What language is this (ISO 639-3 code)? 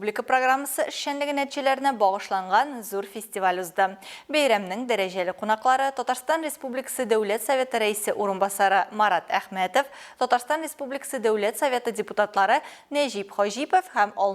tat